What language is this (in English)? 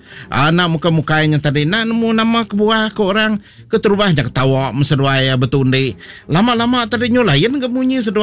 Iban